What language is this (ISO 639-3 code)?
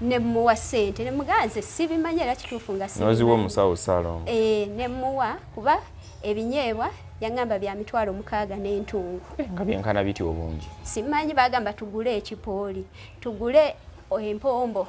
lug